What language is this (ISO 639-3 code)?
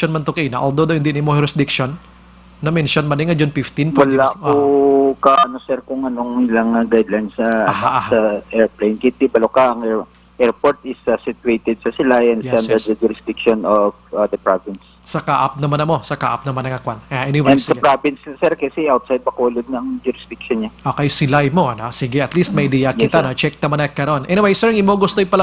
hil